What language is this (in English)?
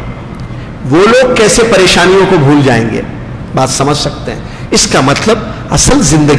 Urdu